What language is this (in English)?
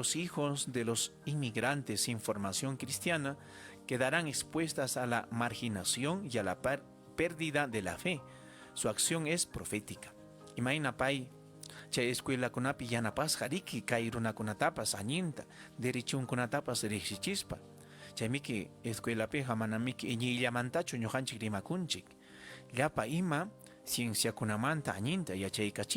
Ayacucho Quechua